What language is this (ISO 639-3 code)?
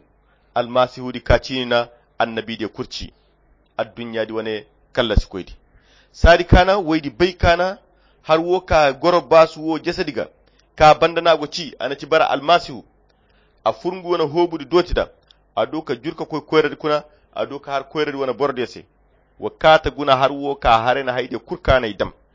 khq